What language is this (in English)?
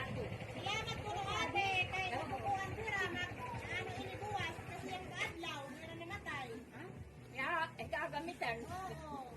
Waray